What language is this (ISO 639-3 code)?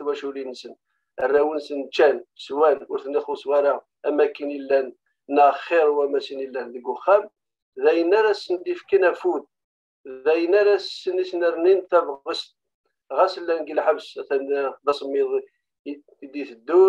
kab